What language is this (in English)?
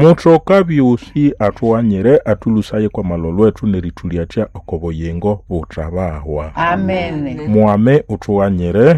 Nande